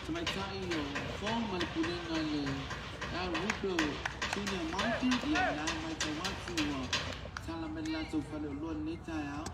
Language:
Samoan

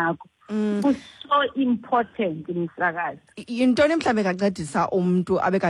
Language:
Xhosa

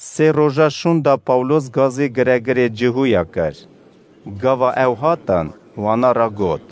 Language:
Kurdish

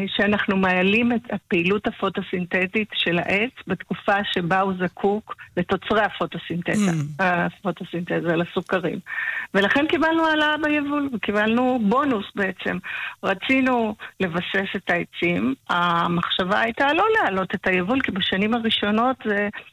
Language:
Hebrew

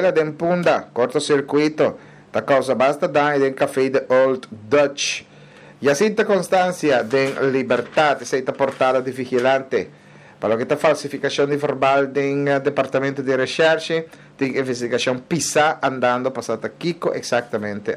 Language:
Papiamento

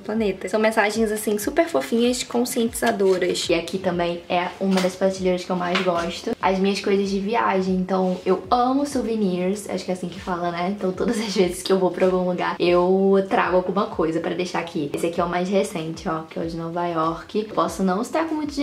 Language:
Portuguese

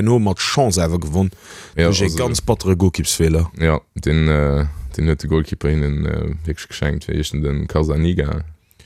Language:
Luxembourgish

